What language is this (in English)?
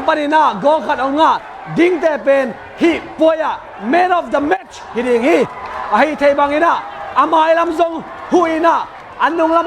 Tedim Chin